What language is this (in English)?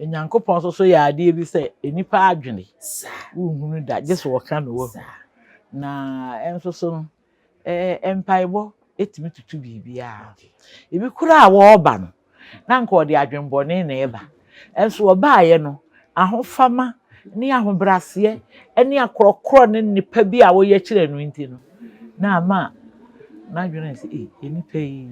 Akan